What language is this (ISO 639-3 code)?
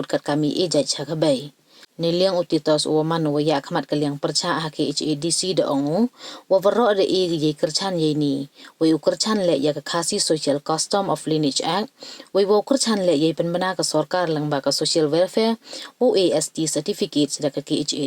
kha